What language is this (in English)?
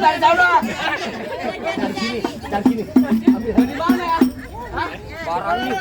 Betawi